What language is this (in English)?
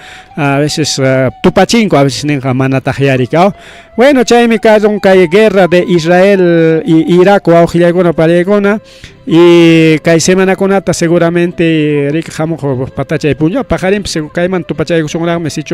Ayacucho Quechua